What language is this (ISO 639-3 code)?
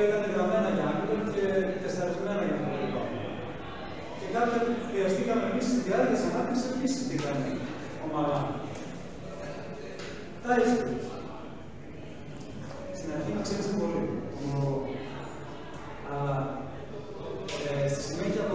ell